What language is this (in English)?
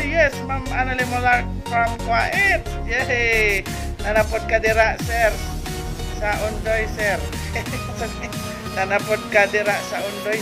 Cebuano